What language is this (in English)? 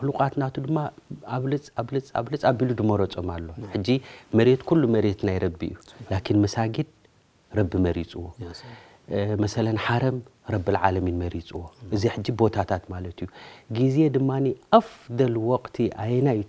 Tigrinya